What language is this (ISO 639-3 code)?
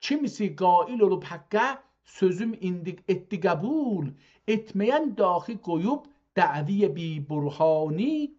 azb